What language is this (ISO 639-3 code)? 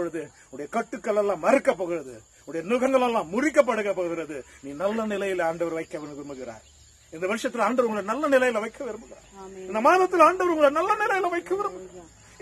tam